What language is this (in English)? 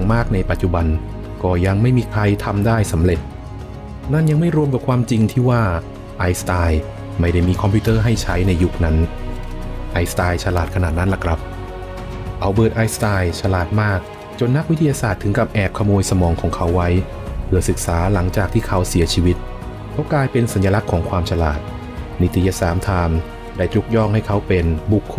Thai